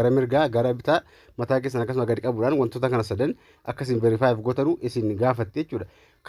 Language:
Oromo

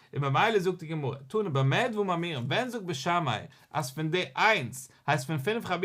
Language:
Yiddish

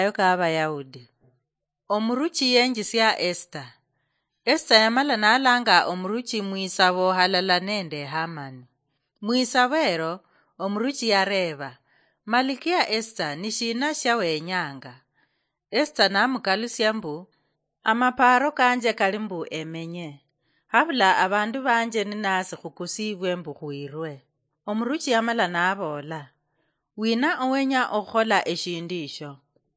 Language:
Luyia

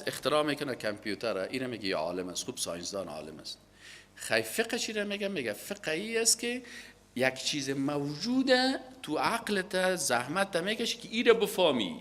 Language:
Persian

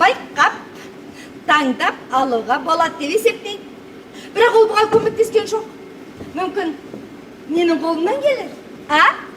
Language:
Kazakh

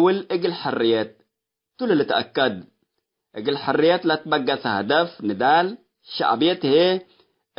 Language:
Tigre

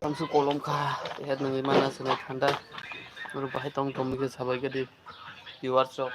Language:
Kok Borok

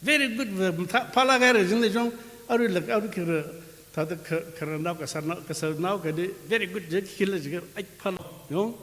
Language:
Tangkhul Naga (India)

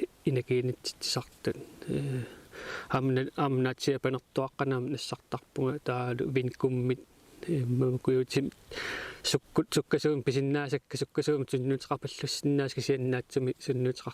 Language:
Kalaallisut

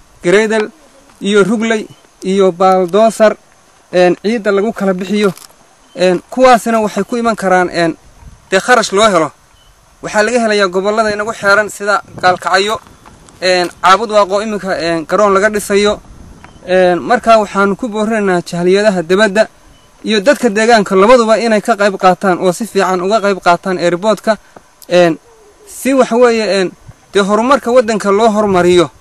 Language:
Somali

